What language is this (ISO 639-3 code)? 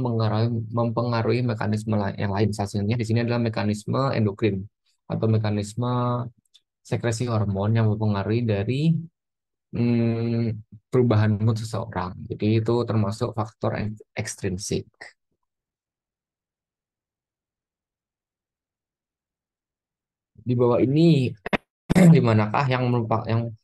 ind